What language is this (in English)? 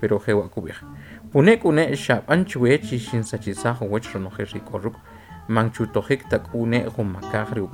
Kʼicheʼ